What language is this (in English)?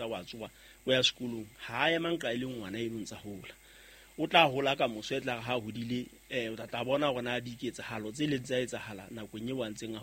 Southern Sotho